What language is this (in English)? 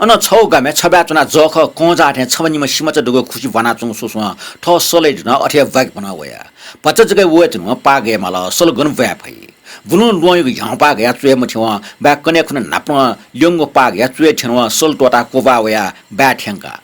Newari